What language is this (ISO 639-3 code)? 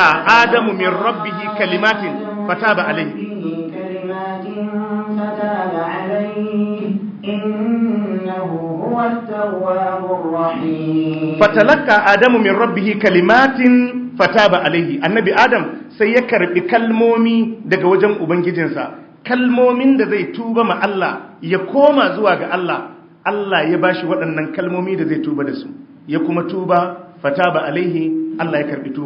hau